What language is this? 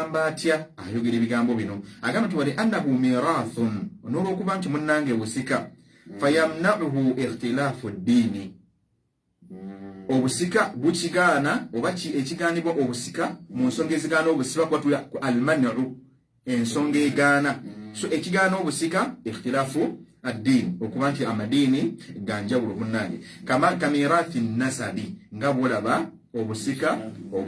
Ganda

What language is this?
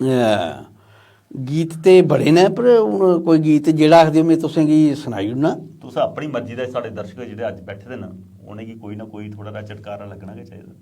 Dogri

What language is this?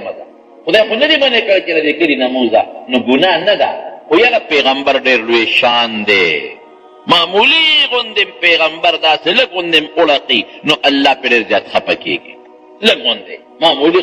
Pashto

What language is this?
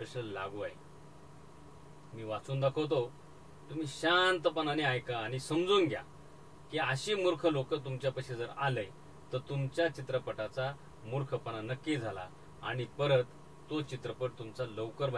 Marathi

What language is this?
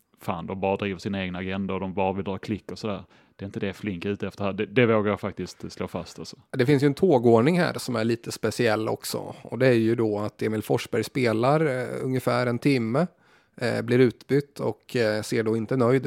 Swedish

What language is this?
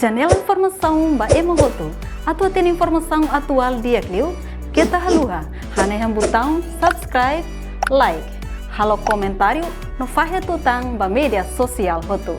Tetum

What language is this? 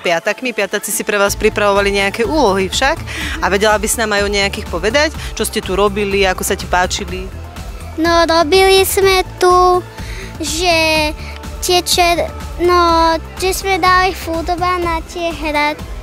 Slovak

